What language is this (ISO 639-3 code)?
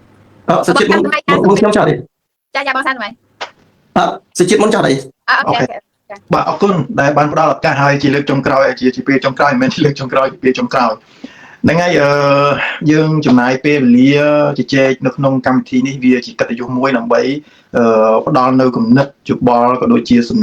khm